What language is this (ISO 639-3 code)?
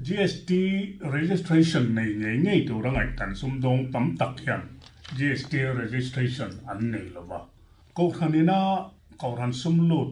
lus